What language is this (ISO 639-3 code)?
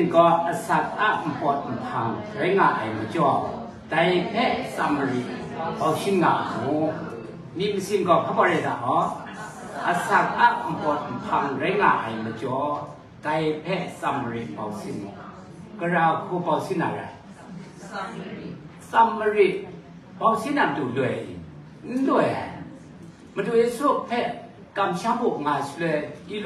kac